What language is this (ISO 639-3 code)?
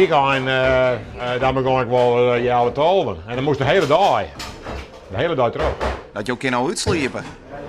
fry